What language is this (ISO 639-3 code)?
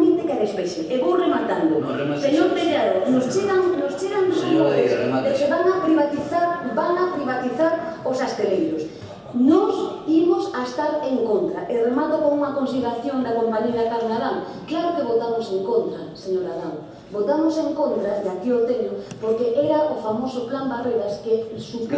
glg